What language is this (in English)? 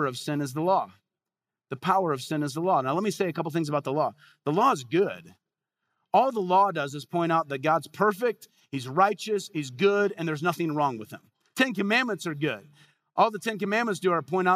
English